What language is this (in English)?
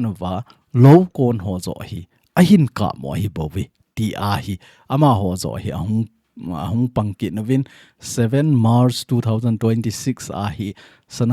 Thado Chin